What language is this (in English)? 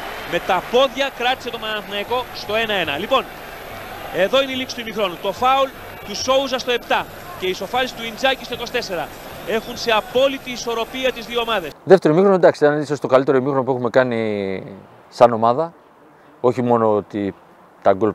Greek